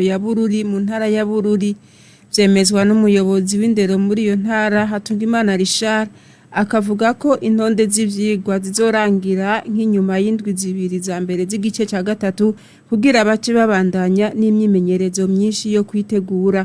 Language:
Rundi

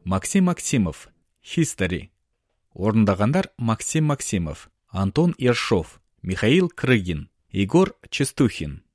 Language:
Kazakh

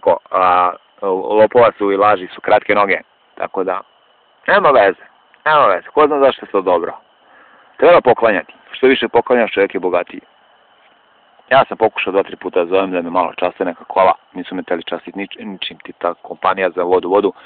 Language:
Serbian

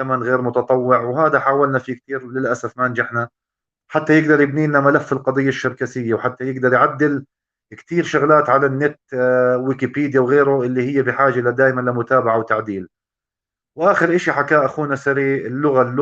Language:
North Levantine Arabic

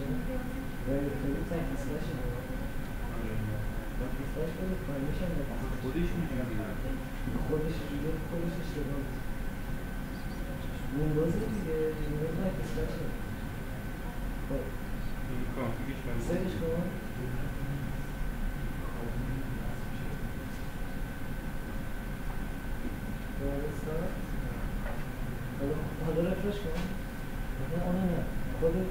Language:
Persian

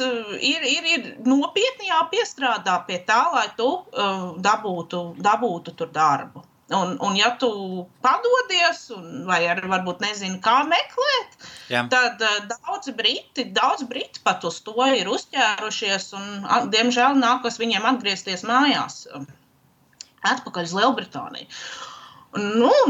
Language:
Latvian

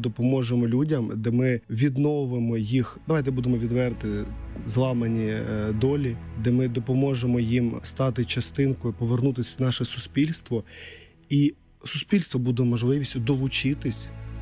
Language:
Ukrainian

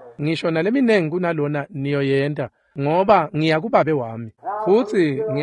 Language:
Swati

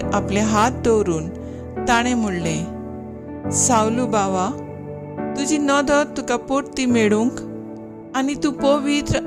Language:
Konkani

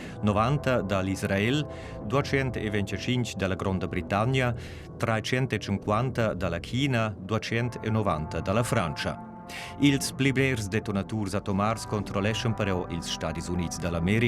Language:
Romansh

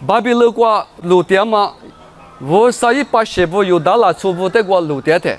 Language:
Lisu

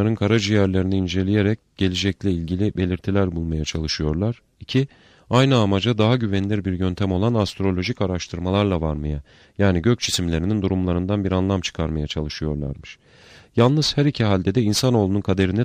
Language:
Turkish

